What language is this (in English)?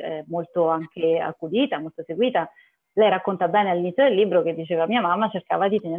Italian